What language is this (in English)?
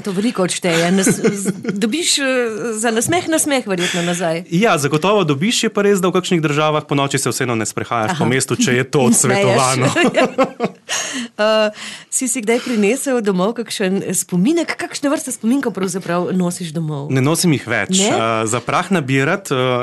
Slovenian